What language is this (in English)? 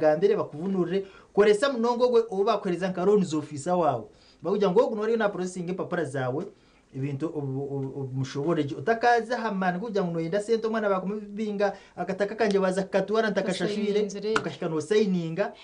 Nyankole